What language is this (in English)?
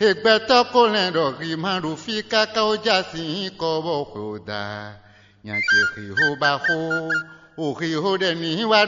Fon